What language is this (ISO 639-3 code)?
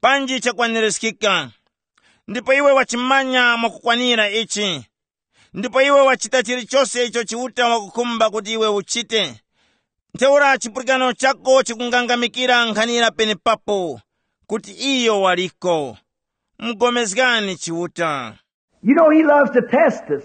tum